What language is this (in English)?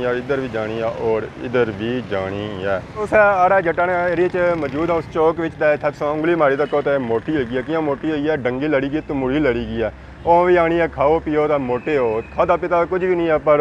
Pahari-Potwari